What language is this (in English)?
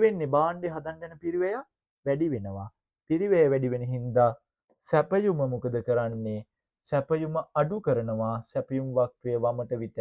Sinhala